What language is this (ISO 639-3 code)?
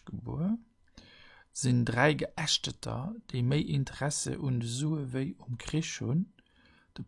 ltz